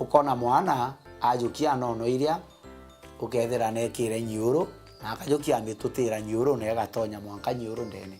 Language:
Meru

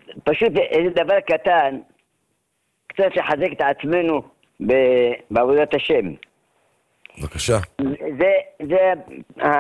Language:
Hebrew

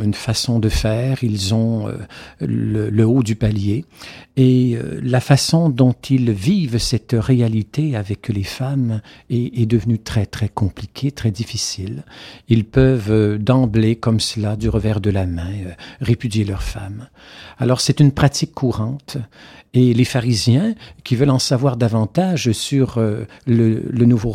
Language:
French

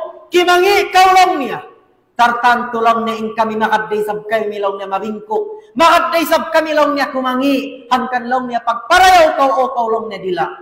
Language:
Tausug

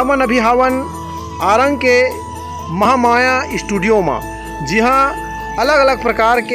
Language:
Chhattisgarhi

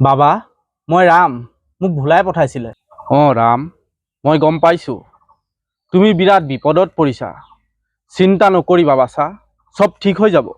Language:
Assamese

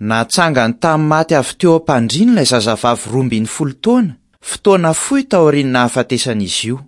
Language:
Malagasy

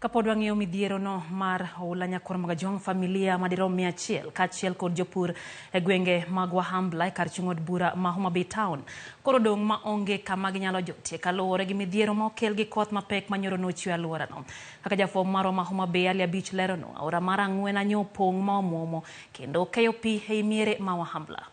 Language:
Luo (Kenya and Tanzania)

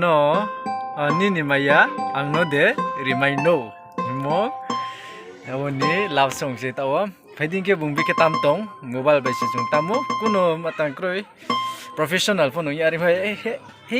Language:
Riang (India)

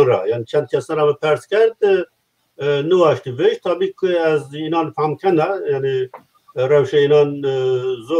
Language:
Zaza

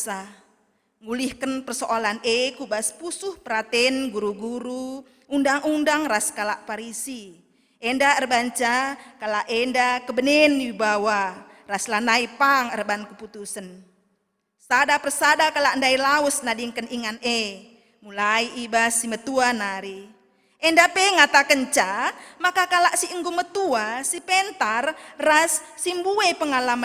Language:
Batak Karo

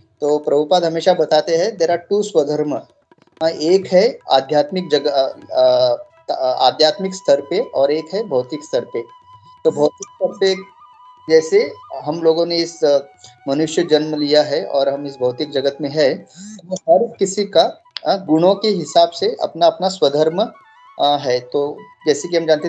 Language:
Hindi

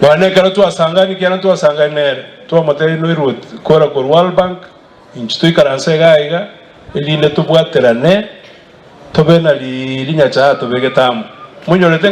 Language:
Gusii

